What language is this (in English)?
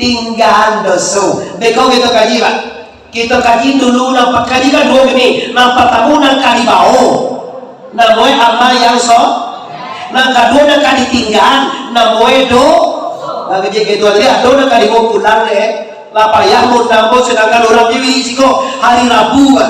Minangkabau